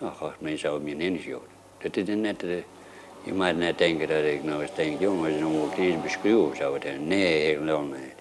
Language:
Western Frisian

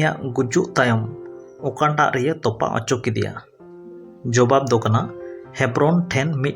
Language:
Santali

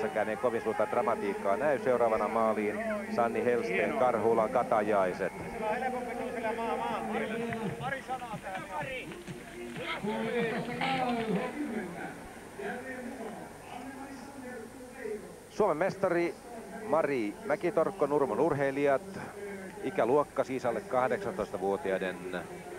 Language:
Finnish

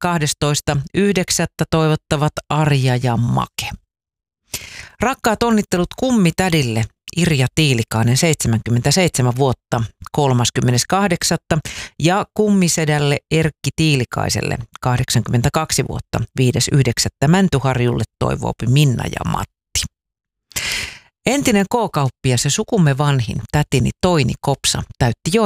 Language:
Finnish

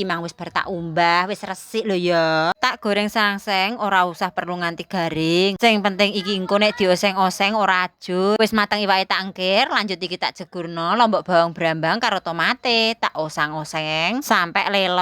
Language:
Javanese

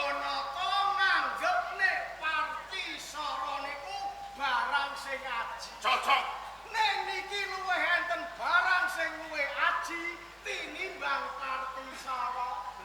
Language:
Javanese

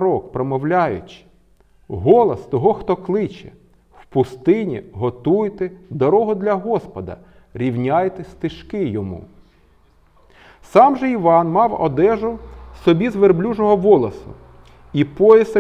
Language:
Ukrainian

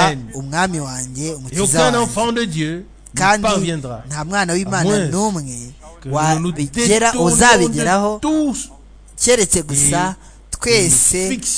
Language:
Kinyarwanda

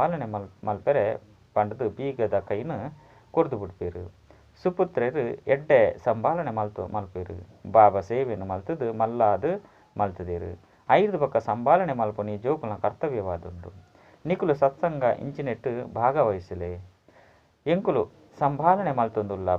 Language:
Tulu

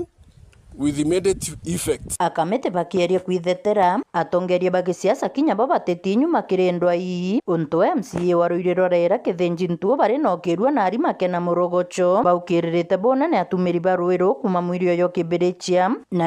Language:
Meru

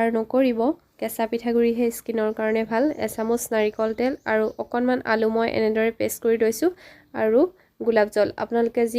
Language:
Assamese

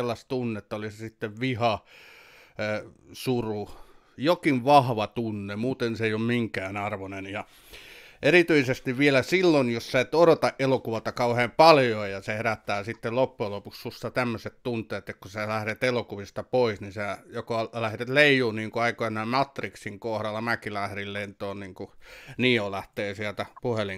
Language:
Finnish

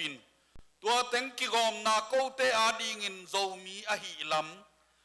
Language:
Tedim Chin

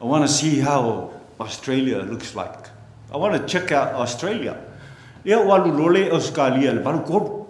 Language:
Samoan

